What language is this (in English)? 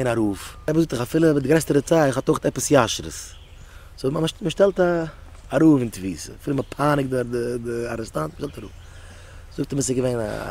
Yiddish